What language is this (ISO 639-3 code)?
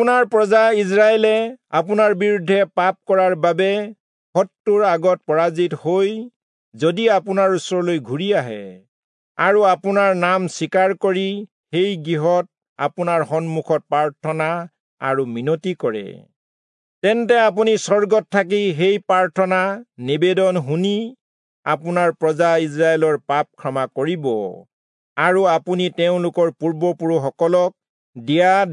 asm